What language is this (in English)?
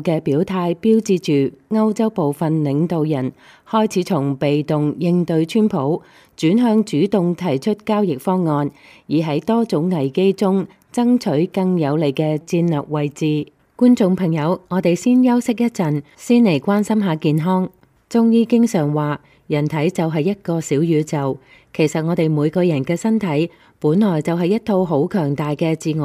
Cantonese